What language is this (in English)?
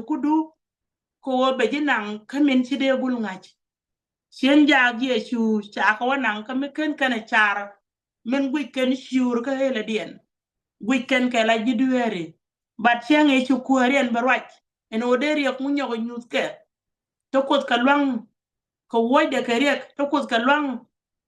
Nuer